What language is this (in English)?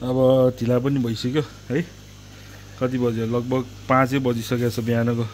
Nepali